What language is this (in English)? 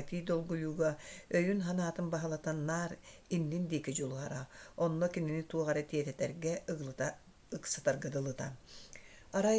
Yakut